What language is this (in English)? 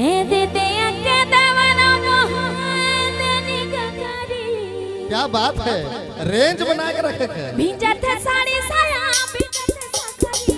Sadri